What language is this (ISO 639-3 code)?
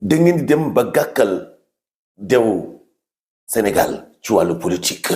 wol